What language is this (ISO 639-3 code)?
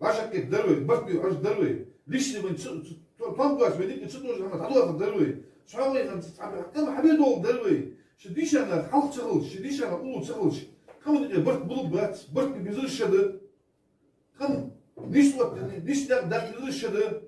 inh